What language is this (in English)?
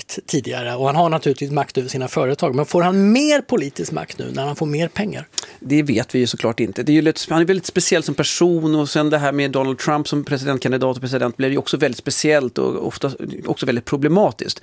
Swedish